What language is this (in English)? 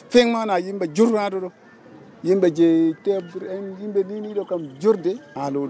Nigerian Fulfulde